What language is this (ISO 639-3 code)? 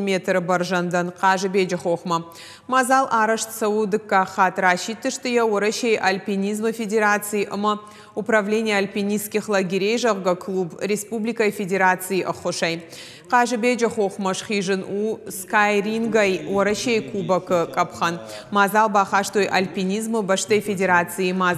oss